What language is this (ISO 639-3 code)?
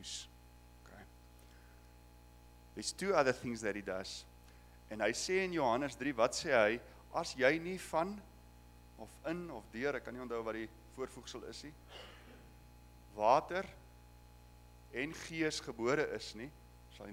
afr